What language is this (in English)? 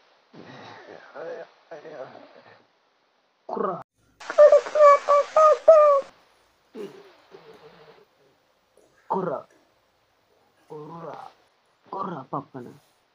Tamil